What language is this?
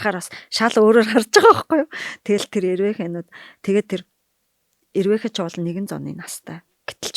Mongolian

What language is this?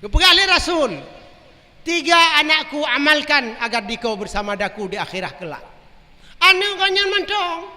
Achinese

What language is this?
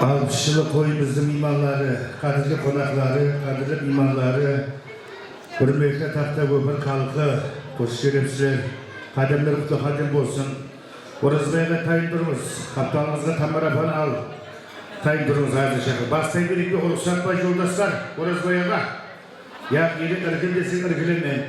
Kara-Kalpak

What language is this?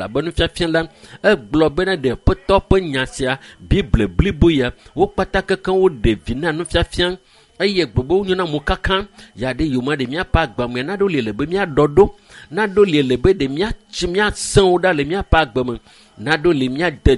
Ewe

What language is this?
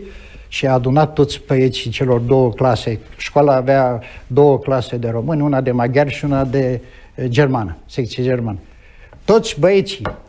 Romanian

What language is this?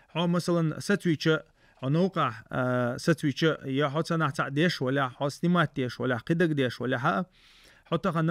Chechen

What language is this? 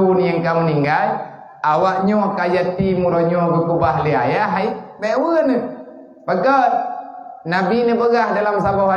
Achinese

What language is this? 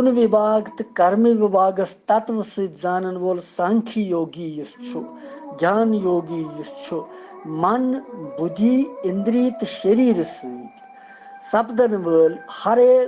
Kashmiri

